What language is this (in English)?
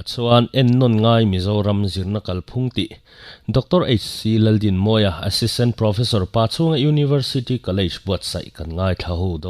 Mizo